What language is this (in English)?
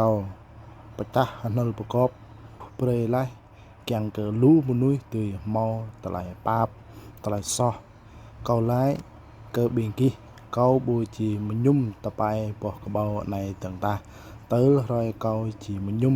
Jarai